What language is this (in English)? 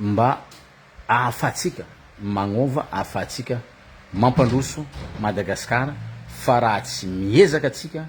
Malagasy